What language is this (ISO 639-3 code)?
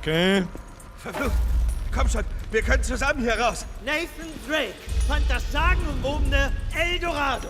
bar